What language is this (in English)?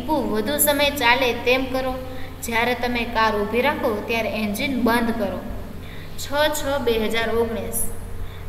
Gujarati